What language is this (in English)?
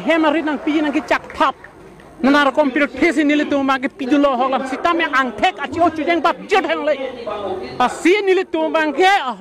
Karbi